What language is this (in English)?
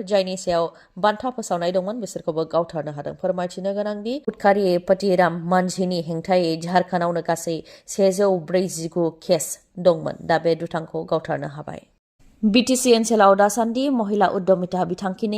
Bodo